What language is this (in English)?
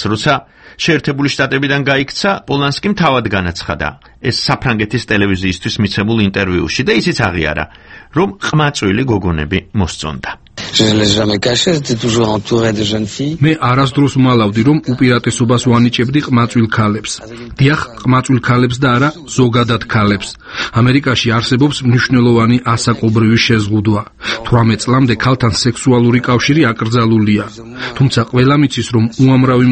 Georgian